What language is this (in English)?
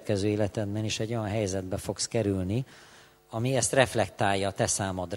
Hungarian